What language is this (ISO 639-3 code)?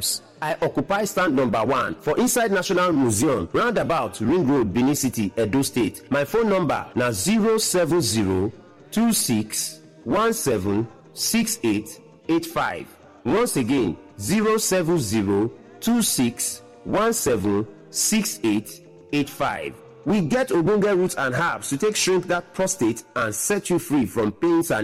pcm